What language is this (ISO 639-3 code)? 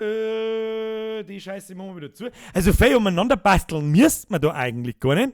bar